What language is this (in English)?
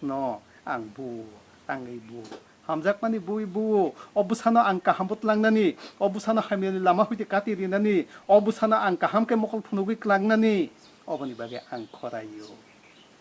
Kok Borok